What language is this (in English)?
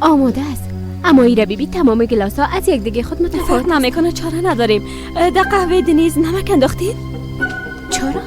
Persian